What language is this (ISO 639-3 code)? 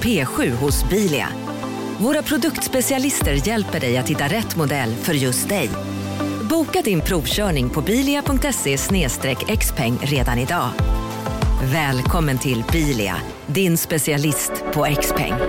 swe